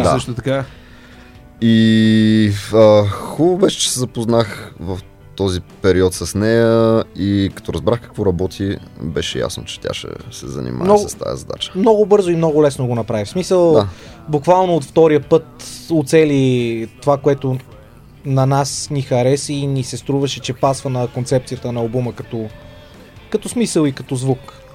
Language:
Bulgarian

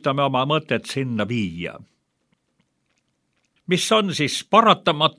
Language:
Estonian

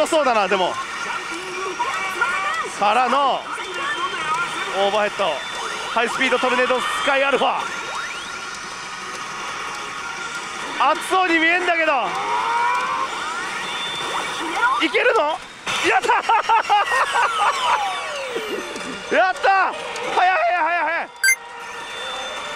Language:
Japanese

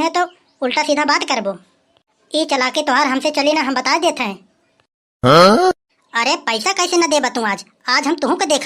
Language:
Awadhi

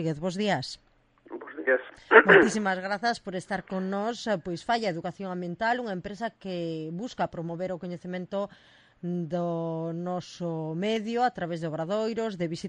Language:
Galician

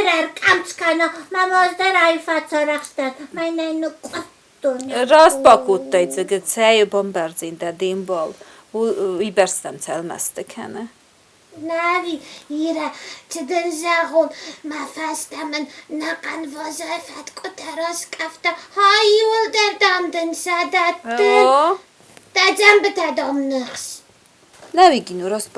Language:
Ossetic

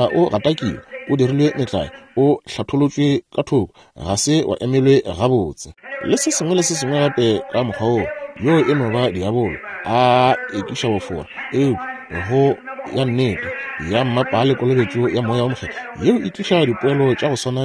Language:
Northern Sotho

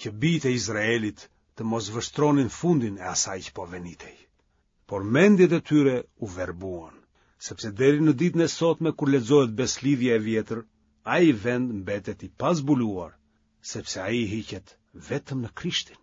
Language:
Albanian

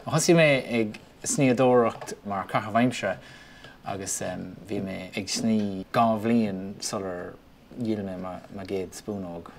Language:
Irish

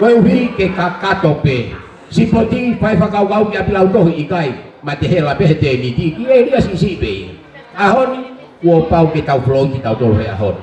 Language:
Tongan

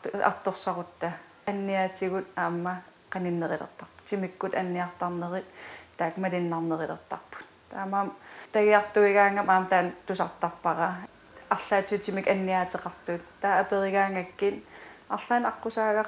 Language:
Kalaallisut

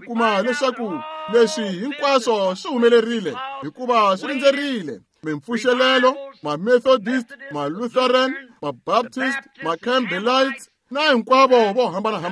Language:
Tsonga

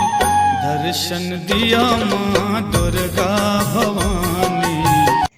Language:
Maithili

